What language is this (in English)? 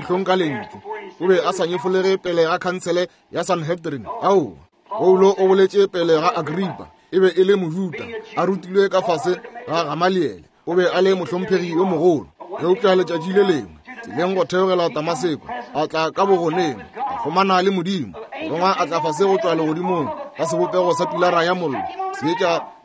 Northern Sotho